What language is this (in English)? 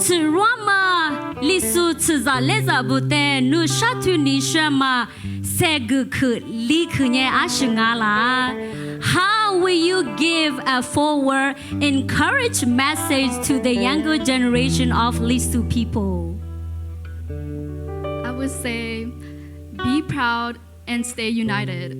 Lisu